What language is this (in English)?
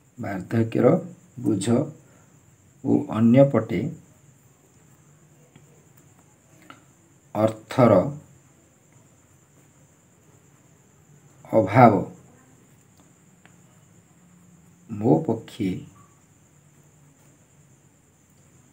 Odia